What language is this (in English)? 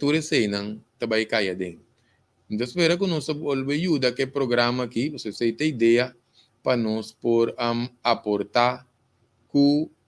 Papiamento